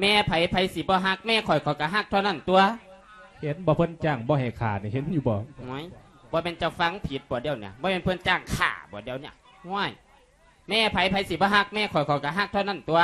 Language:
Lao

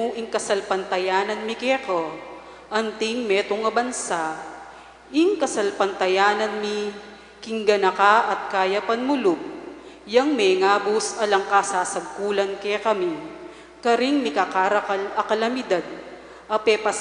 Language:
Pampanga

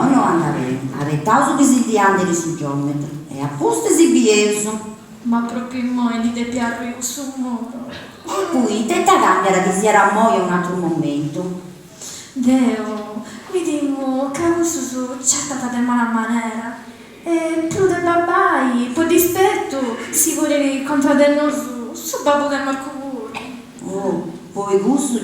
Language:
Sardinian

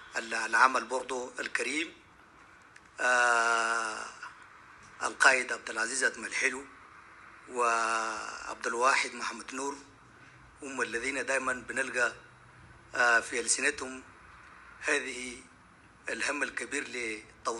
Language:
Moro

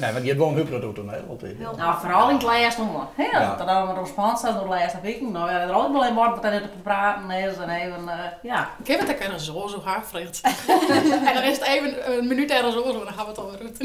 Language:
Western Frisian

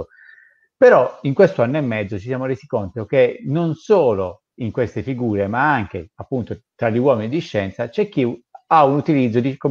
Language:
Italian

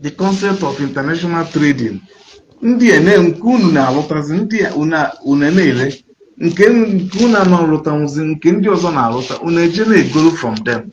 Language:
Igbo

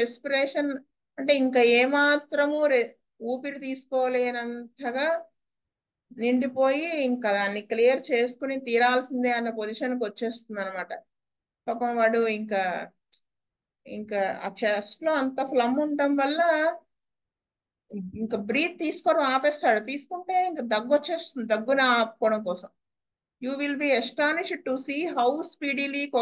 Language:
Telugu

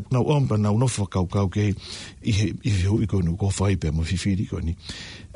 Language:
Tongan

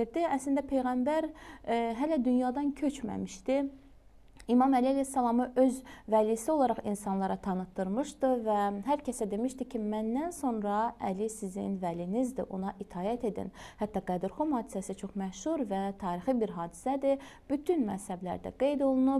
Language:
Azerbaijani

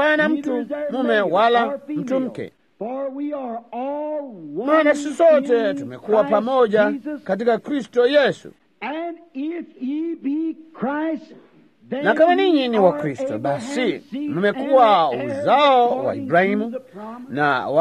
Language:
Swahili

